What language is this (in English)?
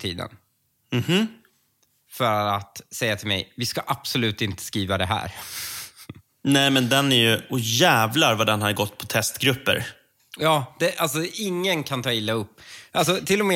Swedish